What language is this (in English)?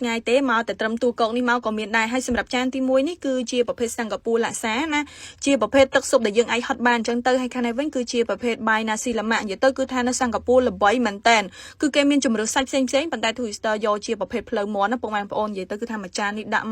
Khmer